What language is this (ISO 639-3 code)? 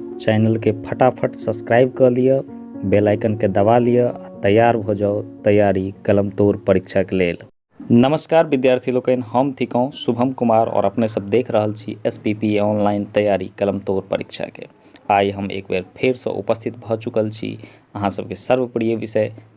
mai